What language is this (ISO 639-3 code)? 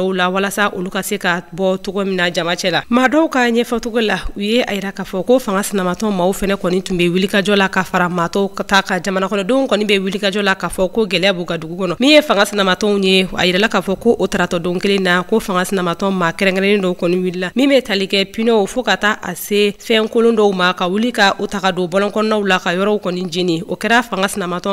bam